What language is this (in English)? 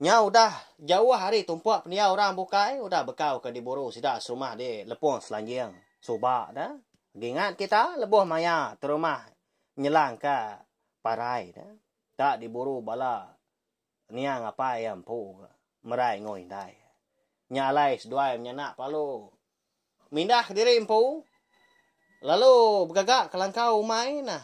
Iban